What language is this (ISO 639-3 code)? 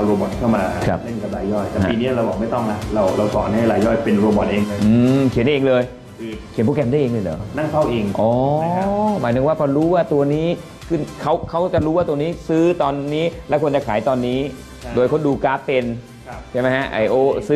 tha